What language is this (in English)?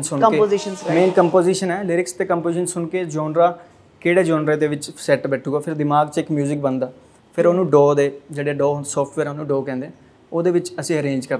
Punjabi